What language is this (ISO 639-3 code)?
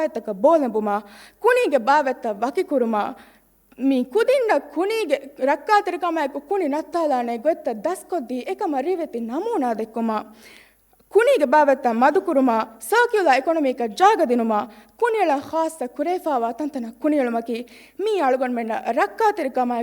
div